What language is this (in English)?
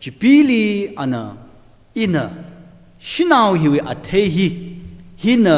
Tangkhul Naga (India)